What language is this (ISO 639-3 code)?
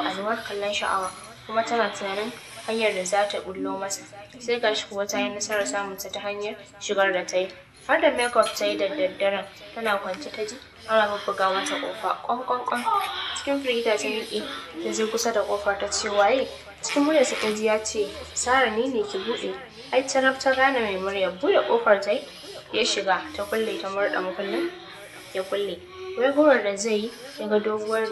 hau